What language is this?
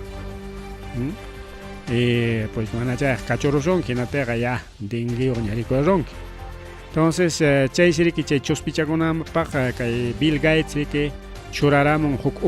Ayacucho Quechua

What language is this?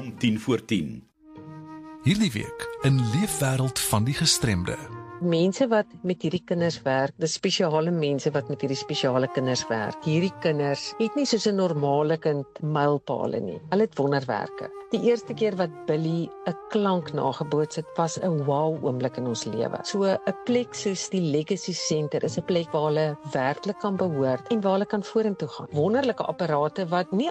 Afrikaans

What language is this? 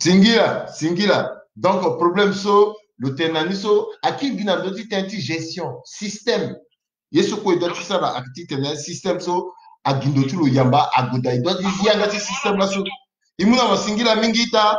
Sango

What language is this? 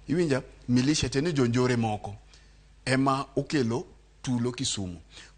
Luo (Kenya and Tanzania)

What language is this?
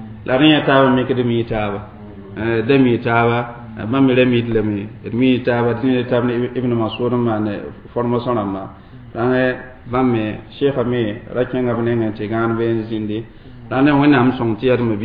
Mossi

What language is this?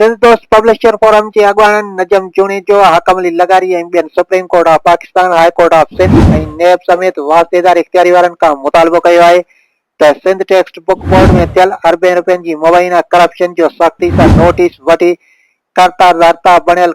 Sindhi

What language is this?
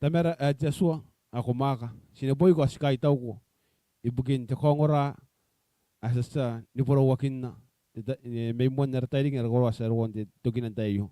Gilbertese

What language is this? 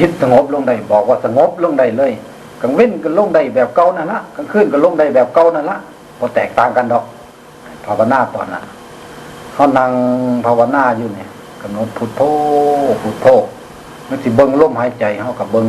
Lao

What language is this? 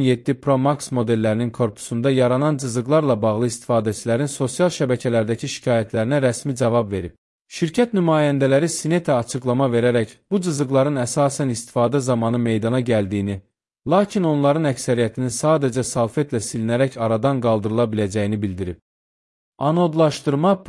Azerbaijani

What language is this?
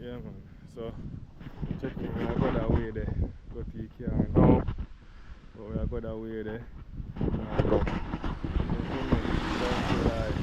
Jamaican Creole English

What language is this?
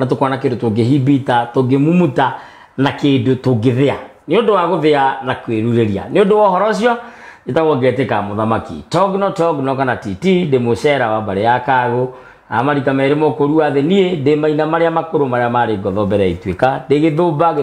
Kikuyu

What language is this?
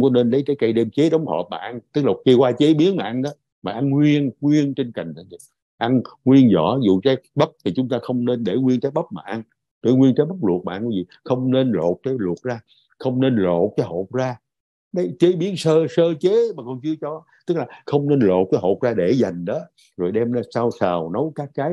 Vietnamese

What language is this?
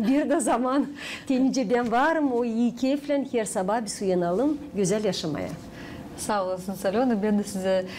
Gagauz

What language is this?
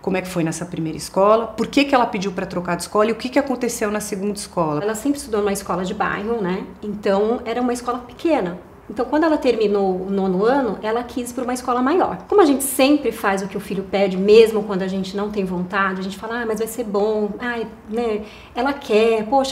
Portuguese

